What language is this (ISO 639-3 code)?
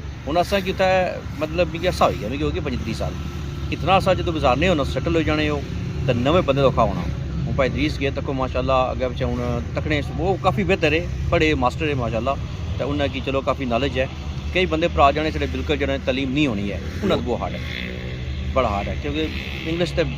phr